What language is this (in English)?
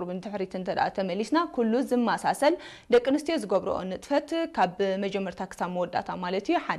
Tigrinya